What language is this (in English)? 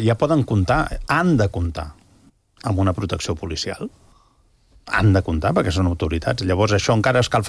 Catalan